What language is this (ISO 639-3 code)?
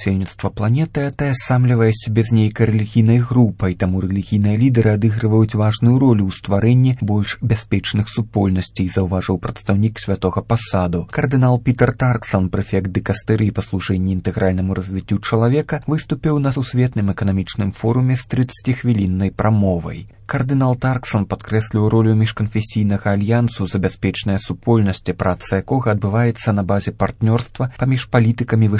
bel